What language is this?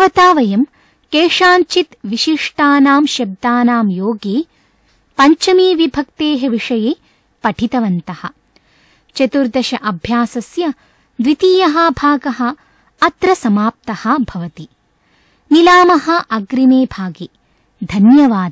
Sanskrit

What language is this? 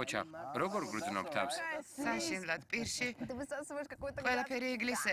Georgian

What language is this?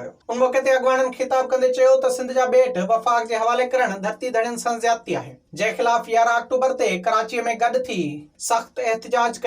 Sindhi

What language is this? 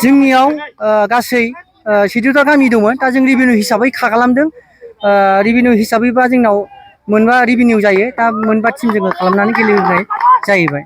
Bodo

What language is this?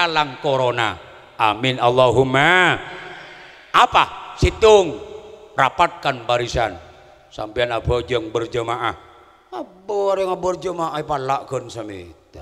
Madurese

